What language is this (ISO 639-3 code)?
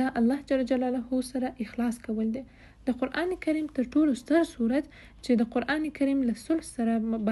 pus